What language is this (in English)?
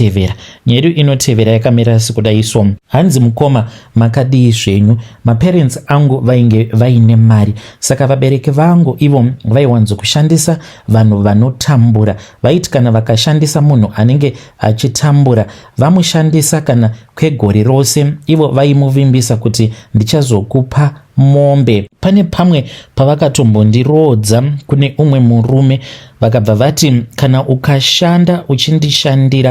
Shona